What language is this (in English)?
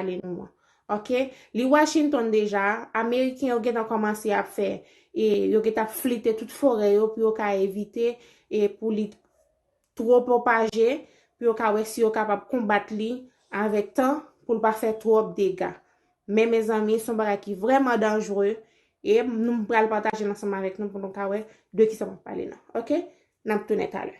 Haitian Creole